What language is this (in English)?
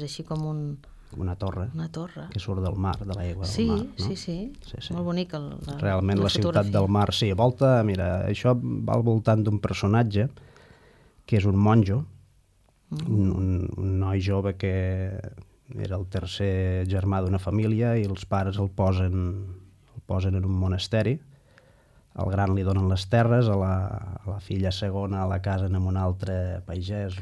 Catalan